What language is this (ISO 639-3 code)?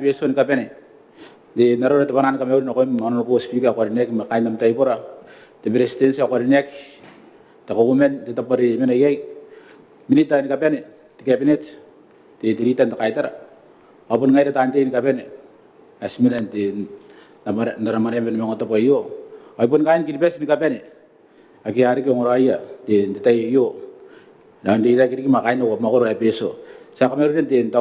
gil